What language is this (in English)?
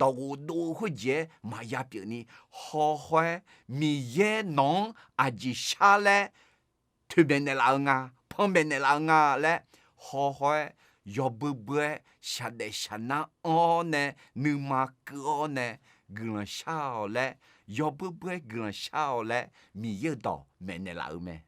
Akha